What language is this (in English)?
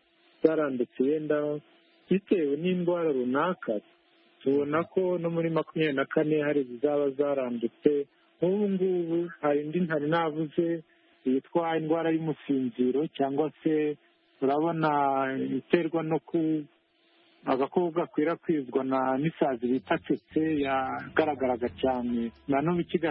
Kinyarwanda